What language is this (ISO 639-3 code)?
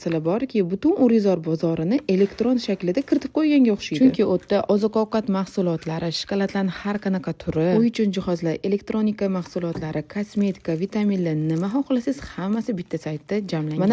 uzb